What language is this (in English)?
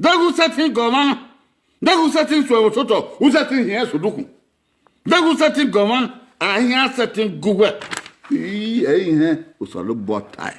Bini